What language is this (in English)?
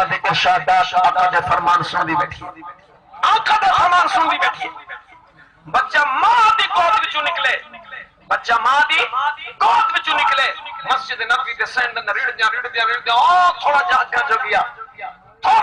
Saraiki